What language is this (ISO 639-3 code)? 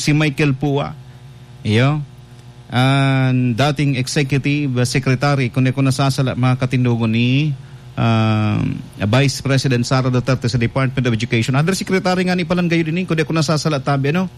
bik